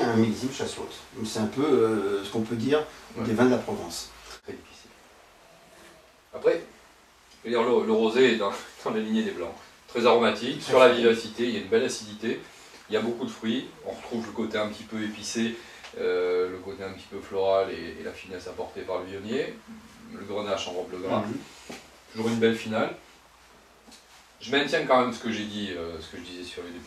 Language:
French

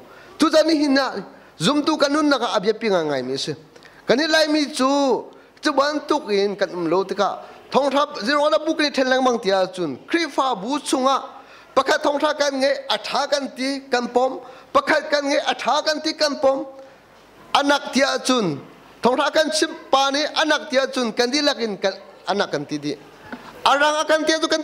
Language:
Hakha Chin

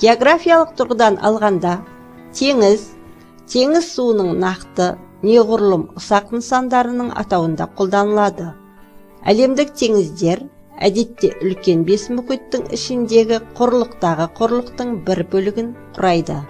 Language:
Kazakh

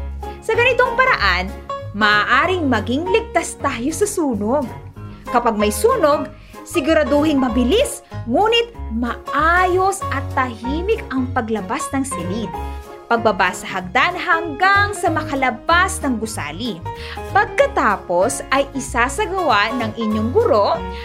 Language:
Filipino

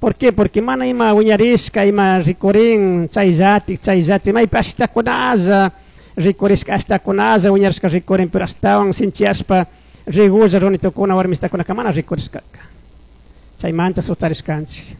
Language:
Chimborazo Highland Quichua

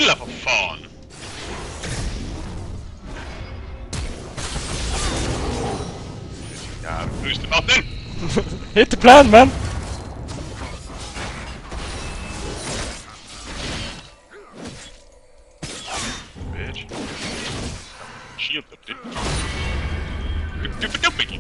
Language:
Norwegian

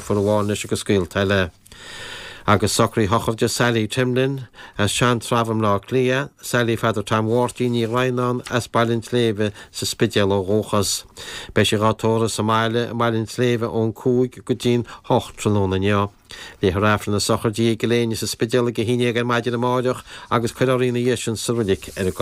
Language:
Irish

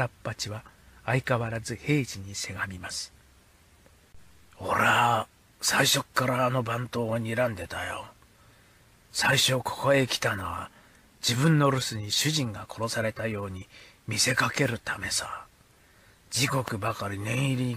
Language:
Japanese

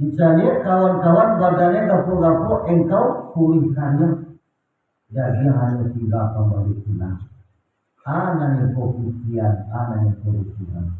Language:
Minangkabau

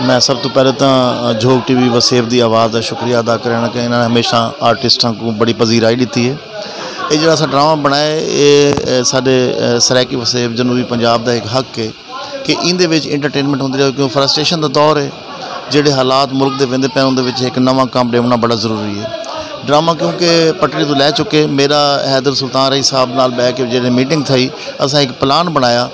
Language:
Saraiki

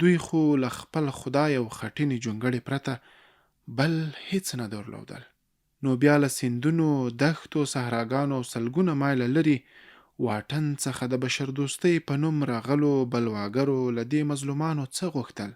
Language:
Pashto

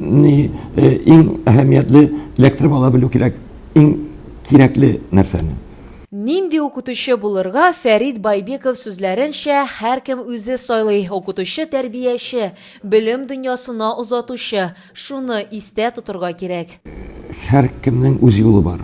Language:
Tatar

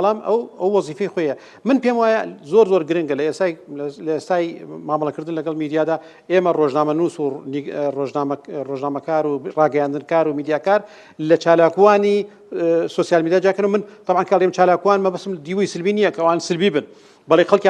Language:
Central Kurdish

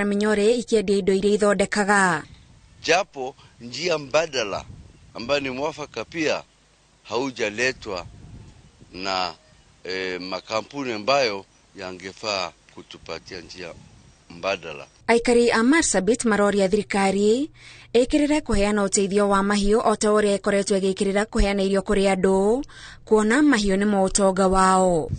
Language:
Kikuyu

